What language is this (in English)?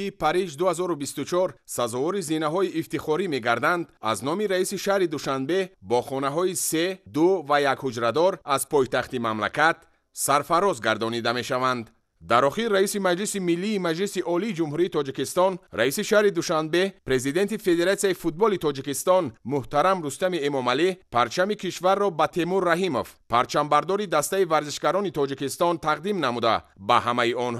Tajik